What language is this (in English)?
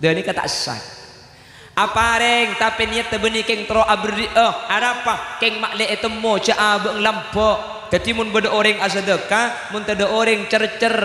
Madurese